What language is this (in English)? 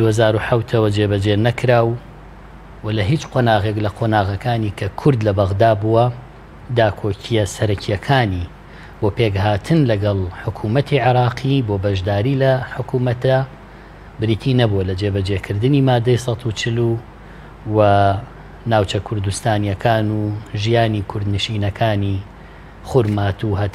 Central Kurdish